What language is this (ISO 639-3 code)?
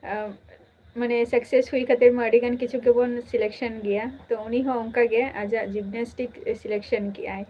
sat